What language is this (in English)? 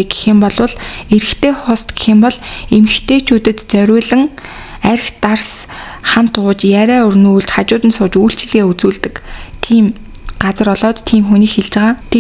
Mongolian